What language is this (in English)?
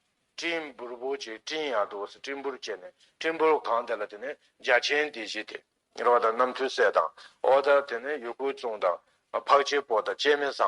Tibetan